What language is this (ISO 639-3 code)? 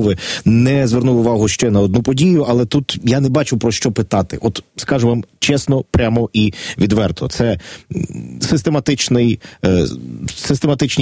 ukr